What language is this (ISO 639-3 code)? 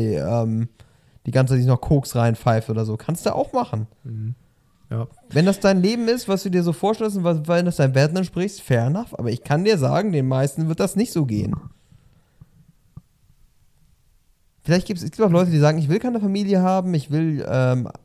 deu